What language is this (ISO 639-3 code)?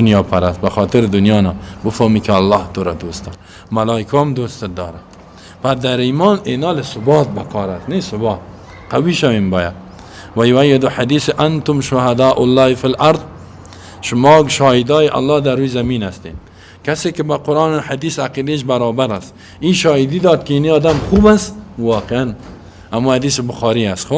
fas